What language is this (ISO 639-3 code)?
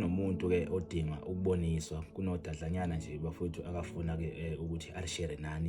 zul